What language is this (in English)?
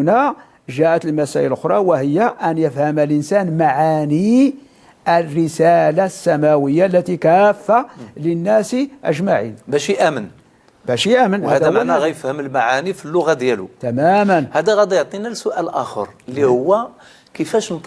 Moroccan Arabic